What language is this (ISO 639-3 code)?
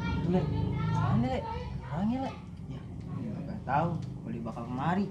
bew